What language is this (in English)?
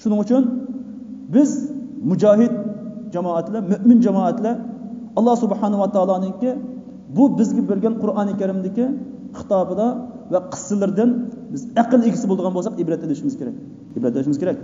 Uyghur